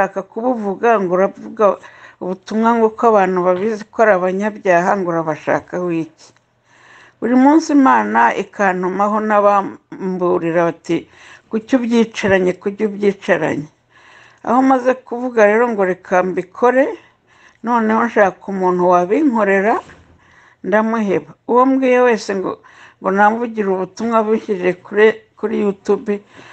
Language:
Kinyarwanda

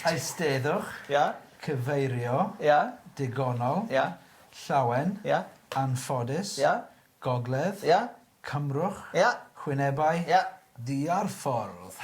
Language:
Welsh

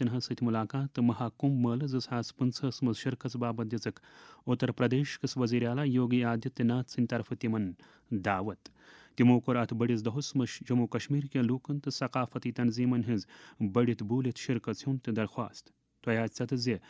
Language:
Kashmiri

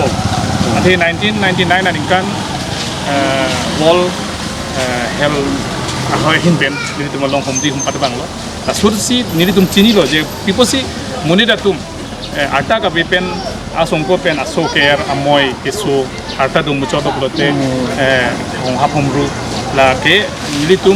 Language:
Karbi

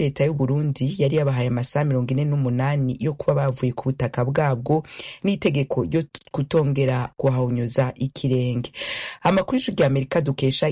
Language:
Kinyarwanda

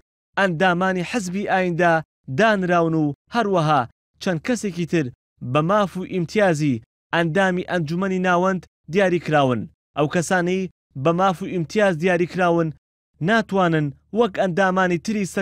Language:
Central Kurdish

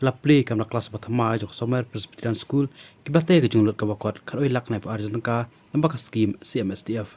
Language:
Khasi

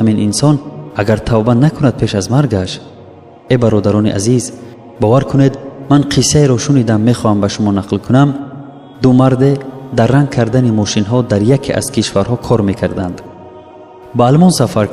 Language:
Tajik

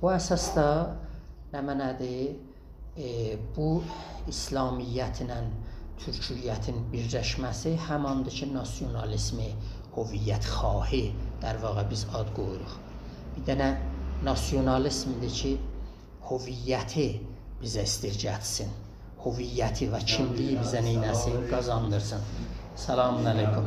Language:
South Azerbaijani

